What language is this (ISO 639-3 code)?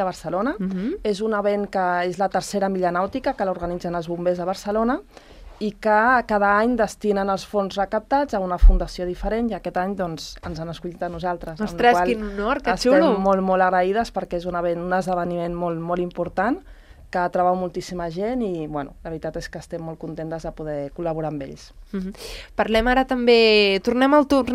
cat